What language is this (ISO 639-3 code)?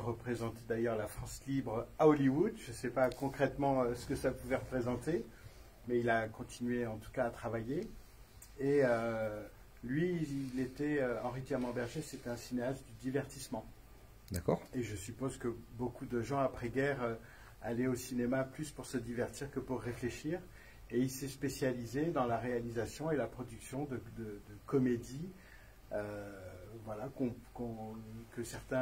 fra